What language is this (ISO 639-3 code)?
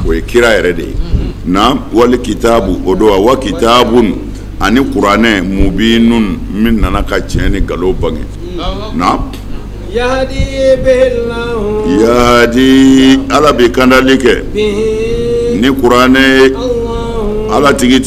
bam